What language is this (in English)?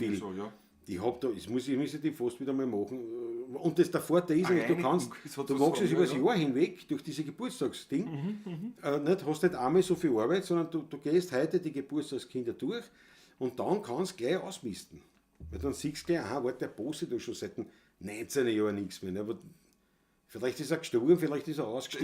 Bavarian